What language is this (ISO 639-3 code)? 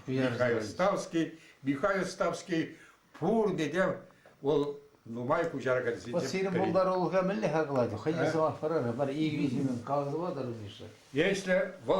chv